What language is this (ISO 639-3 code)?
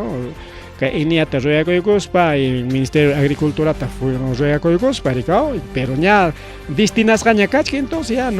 quy